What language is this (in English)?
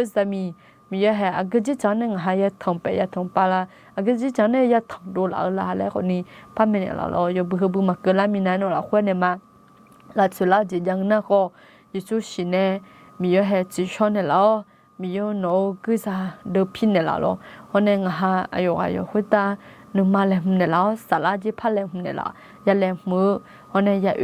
Akha